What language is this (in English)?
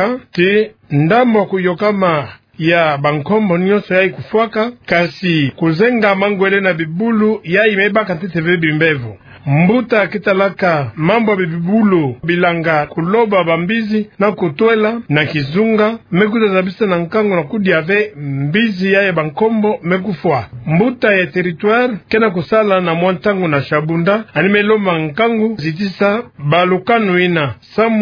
Kituba (Democratic Republic of Congo)